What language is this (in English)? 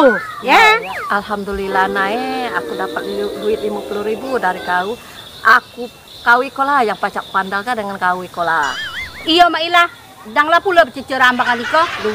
Musi